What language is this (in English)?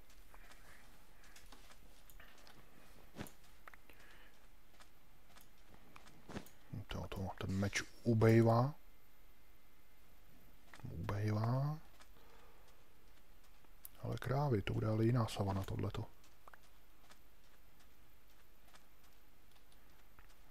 Czech